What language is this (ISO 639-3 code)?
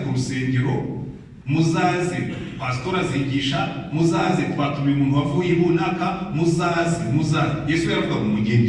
kin